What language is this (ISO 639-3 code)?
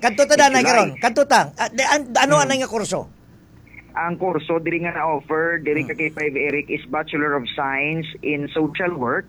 hil